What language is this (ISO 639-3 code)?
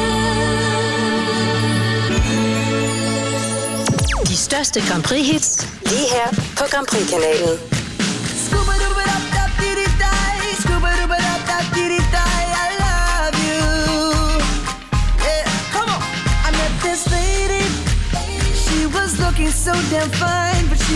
dan